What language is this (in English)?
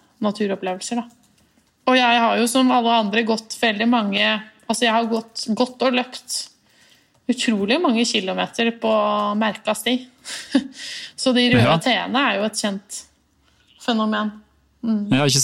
Norwegian